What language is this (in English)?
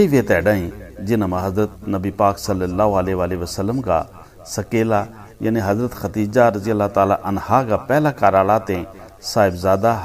Gujari